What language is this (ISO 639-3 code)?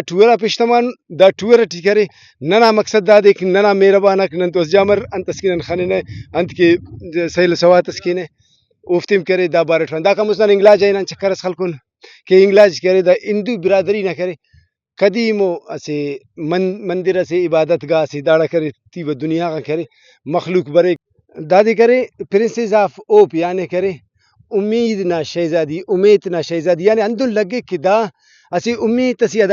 brh